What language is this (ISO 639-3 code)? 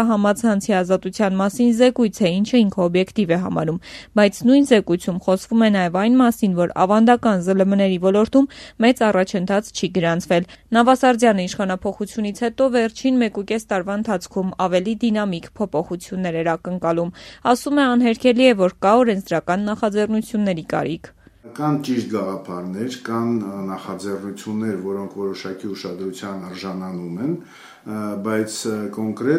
hye